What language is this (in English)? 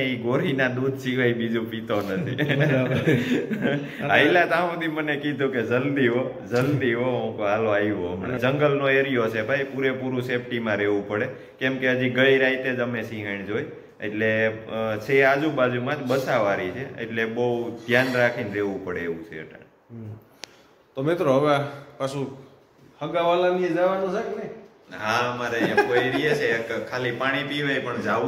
Gujarati